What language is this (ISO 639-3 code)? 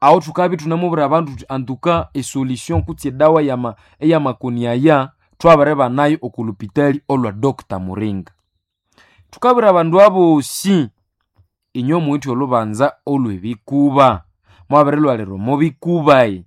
nnb